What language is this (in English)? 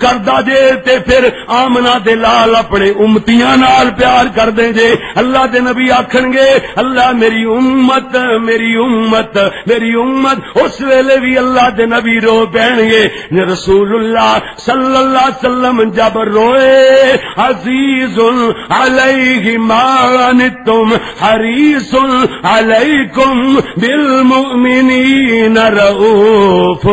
Western Panjabi